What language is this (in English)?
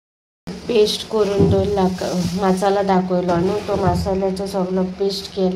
Konkani